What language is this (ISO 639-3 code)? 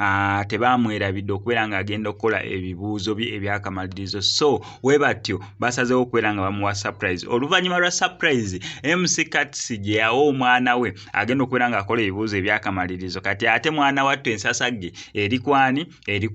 lug